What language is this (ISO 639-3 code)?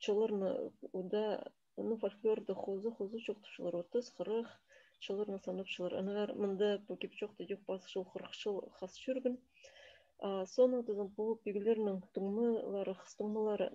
kjh